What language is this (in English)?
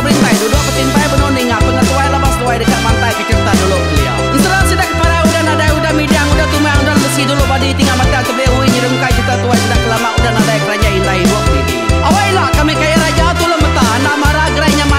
Iban